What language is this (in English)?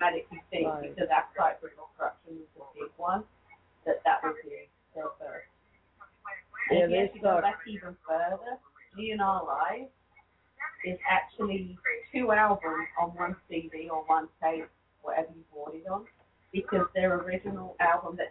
English